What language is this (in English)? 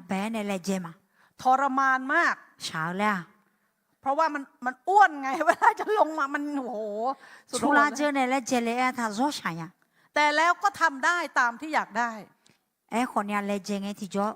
Akha